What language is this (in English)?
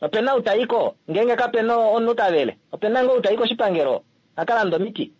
Kuanyama